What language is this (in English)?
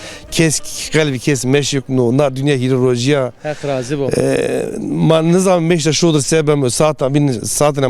Zaza